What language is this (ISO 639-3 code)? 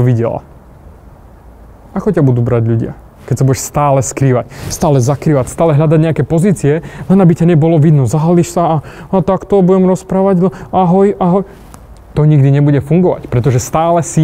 slk